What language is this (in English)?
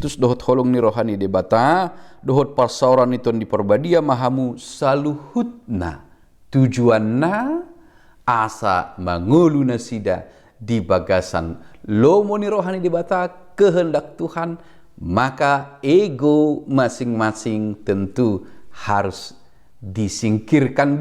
Batak Toba